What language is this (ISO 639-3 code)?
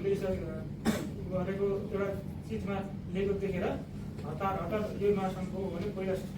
nep